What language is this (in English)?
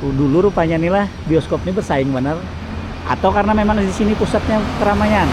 Banjar